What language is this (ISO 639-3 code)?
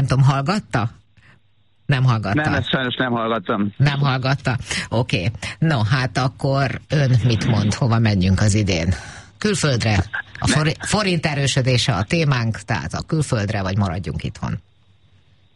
hun